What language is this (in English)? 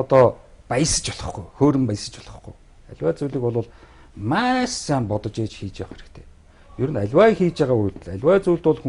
Mongolian